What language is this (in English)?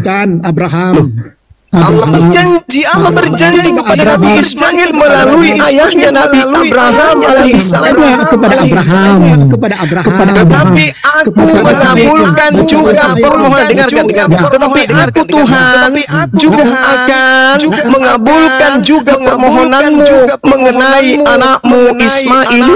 Indonesian